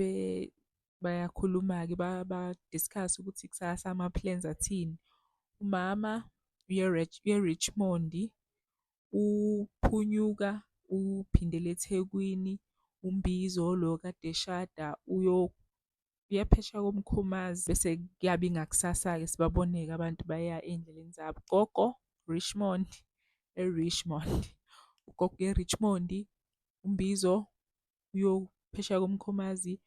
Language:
Zulu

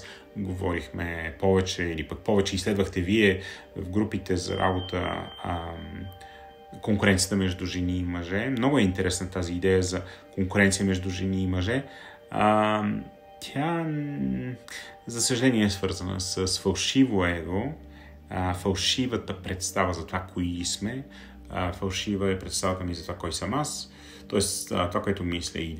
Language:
Bulgarian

